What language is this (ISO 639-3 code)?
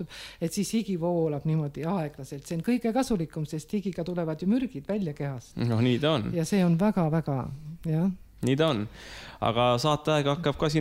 est